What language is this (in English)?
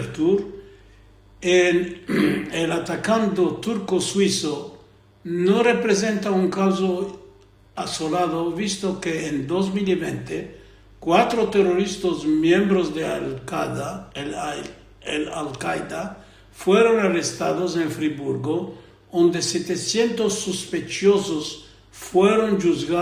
Ladino